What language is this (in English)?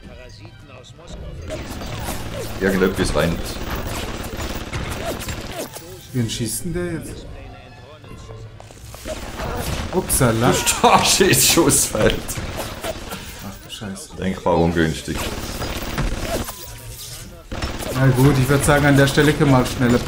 German